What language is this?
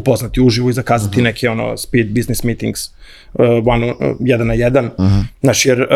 Serbian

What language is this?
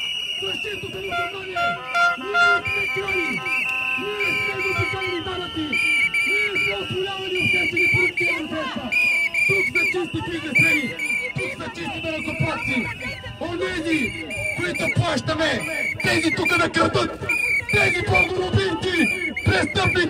Bulgarian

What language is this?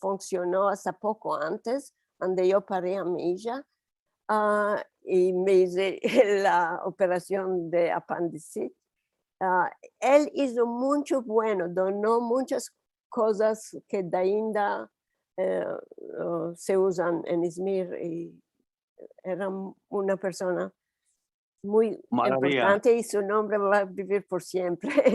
Ladino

